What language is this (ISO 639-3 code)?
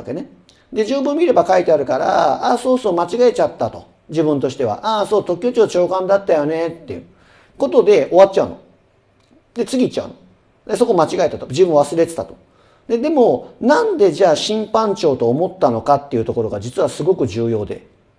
jpn